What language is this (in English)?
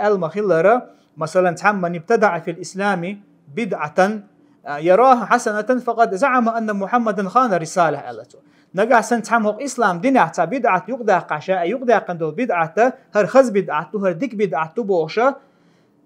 Chechen